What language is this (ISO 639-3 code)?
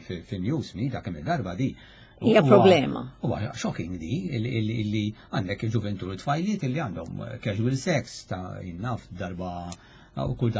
mlt